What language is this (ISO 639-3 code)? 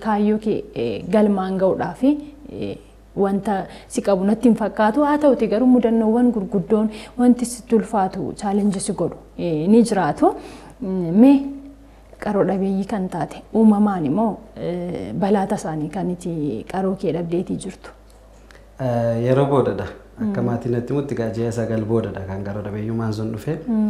orm